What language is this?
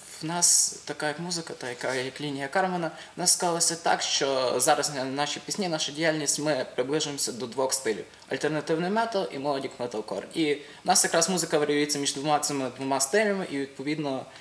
Ukrainian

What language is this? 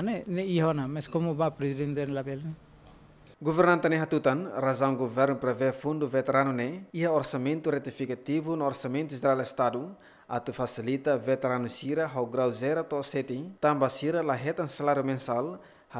Tetum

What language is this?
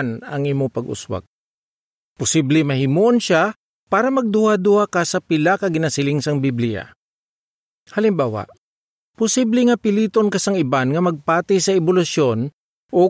Hiligaynon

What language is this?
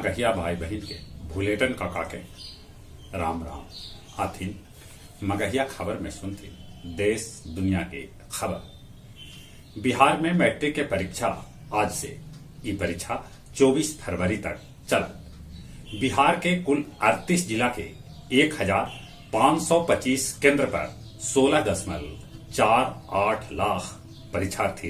Magahi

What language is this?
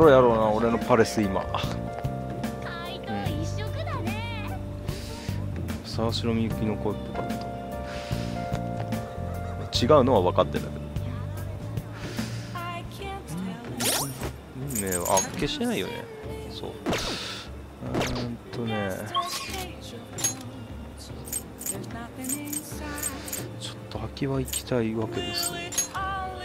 Japanese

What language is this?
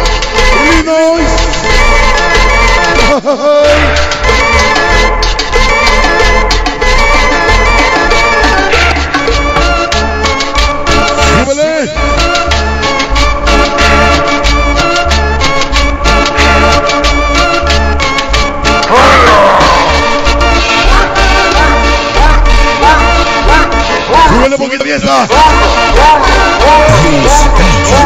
Spanish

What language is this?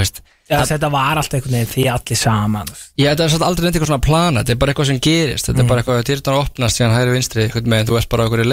Icelandic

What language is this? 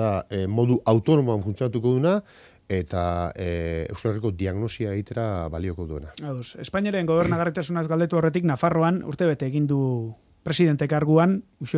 Basque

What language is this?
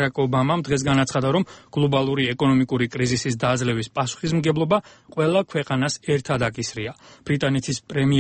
Georgian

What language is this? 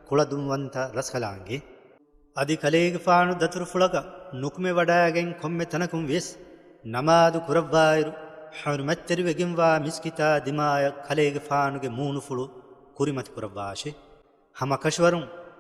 Divehi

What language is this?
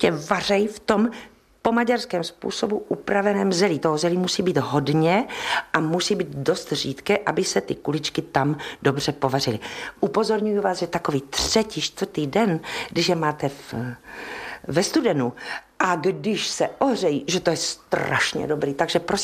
Czech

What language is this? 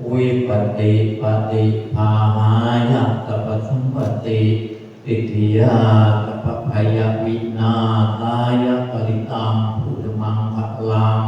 Pali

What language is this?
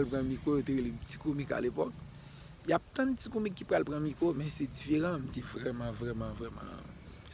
Haitian Creole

